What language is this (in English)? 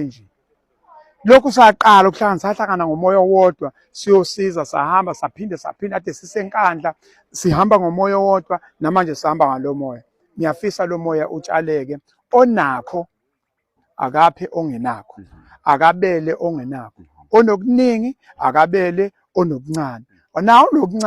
Zulu